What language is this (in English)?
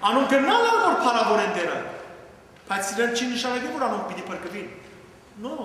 Western Armenian